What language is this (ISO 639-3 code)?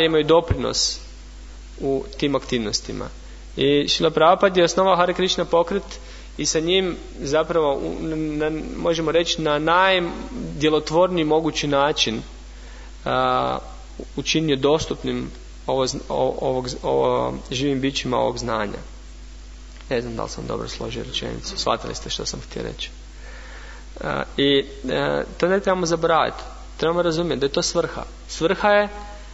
hrv